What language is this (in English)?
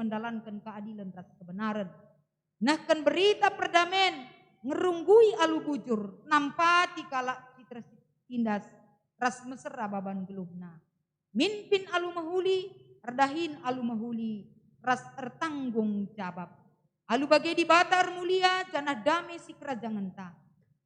Batak Karo